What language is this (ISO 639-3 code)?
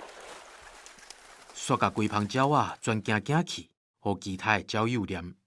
nan